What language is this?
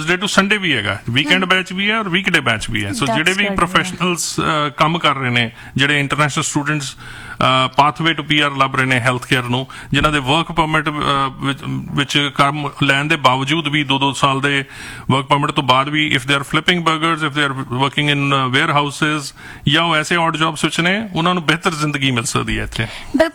Punjabi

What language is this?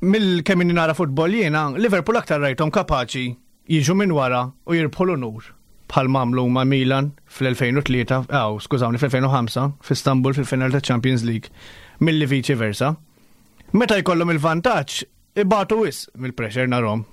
Maltese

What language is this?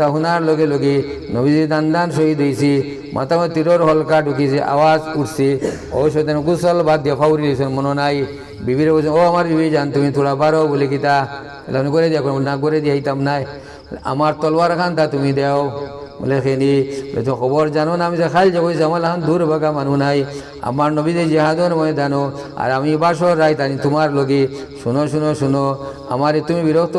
Sylheti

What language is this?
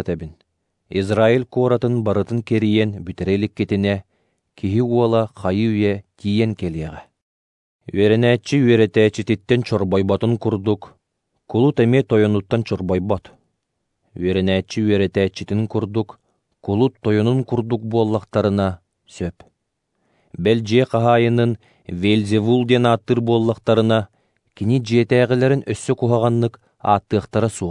Yakut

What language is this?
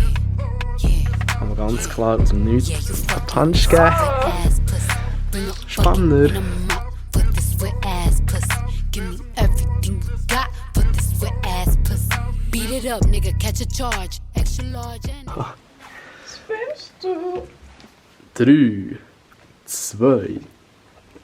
Swiss German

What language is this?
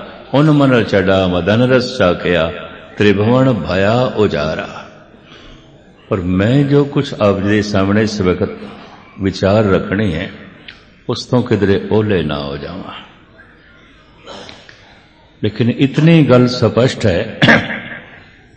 Punjabi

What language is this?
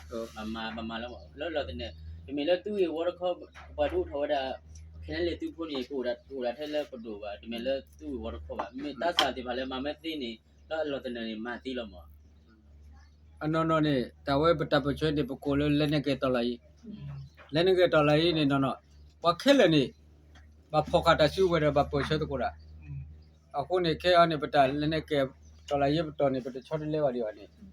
S'gaw Karen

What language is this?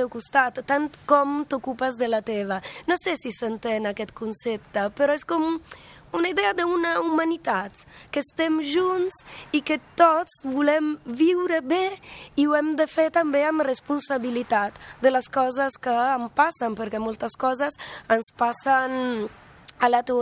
Catalan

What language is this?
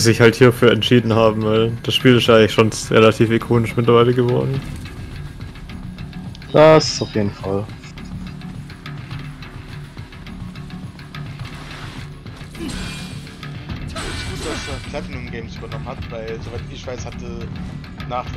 German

